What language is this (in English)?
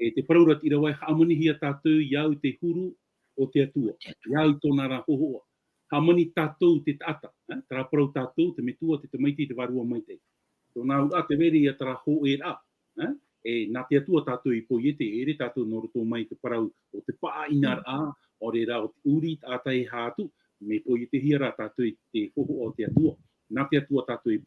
Tahitian